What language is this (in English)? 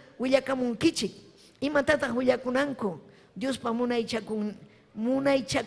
Ayacucho Quechua